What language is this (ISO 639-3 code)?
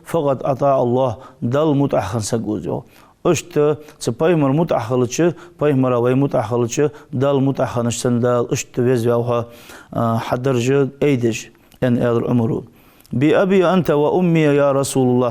inh